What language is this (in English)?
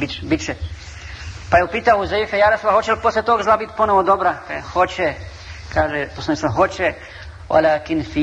Bosnian